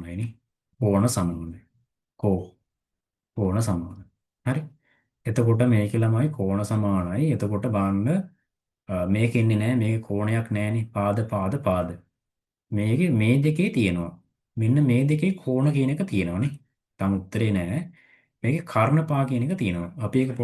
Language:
Sinhala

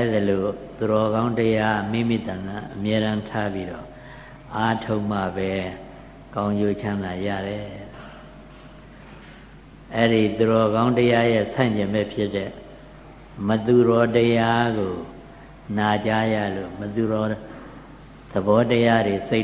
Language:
Burmese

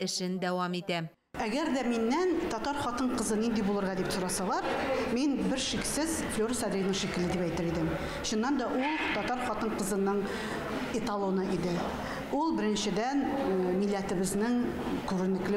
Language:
Tatar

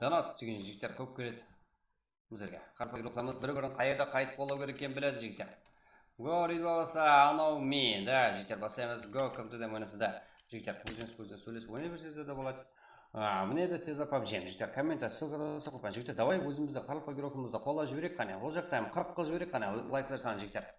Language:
Kara-Kalpak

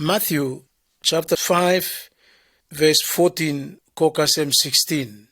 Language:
Bislama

